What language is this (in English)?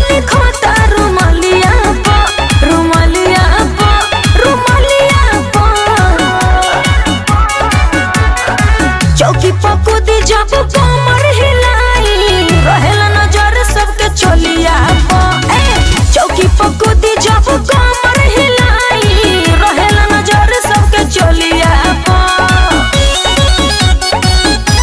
Bhojpuri